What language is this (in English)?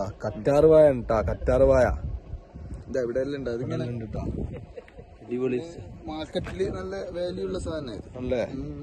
Malayalam